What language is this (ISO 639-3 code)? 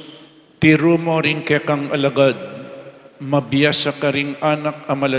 pam